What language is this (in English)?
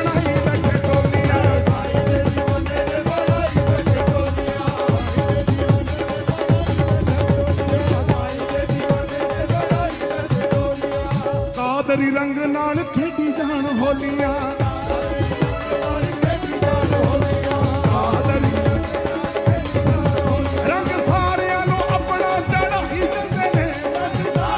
Punjabi